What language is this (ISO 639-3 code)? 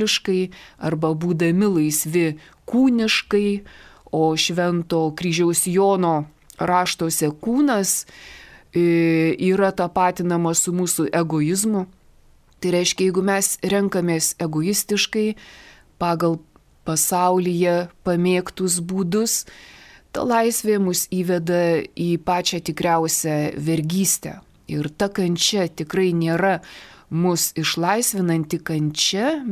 lit